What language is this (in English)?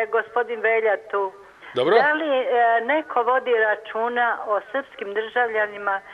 Serbian